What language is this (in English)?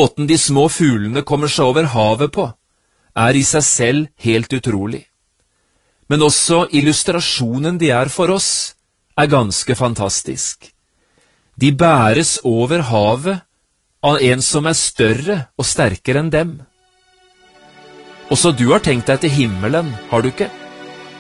Norwegian